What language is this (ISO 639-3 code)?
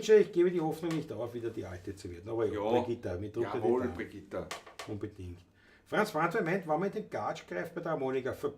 bar